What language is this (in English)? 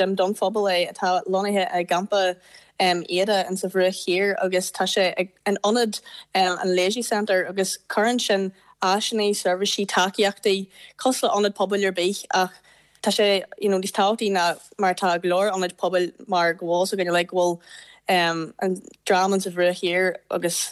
Irish